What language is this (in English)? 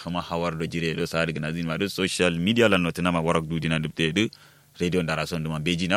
Kanuri